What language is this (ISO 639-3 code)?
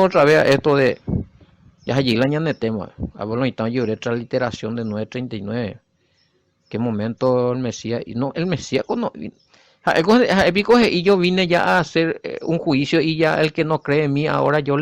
grn